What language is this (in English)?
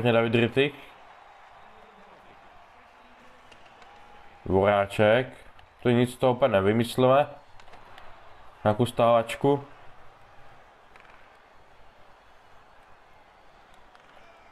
Czech